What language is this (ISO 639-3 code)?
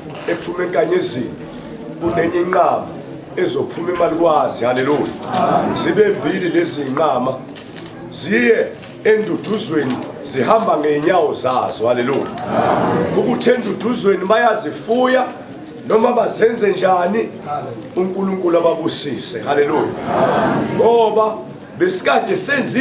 zul